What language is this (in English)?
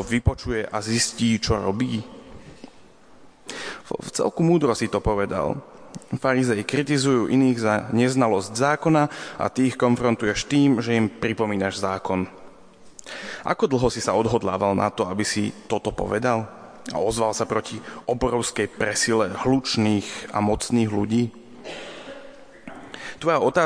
Slovak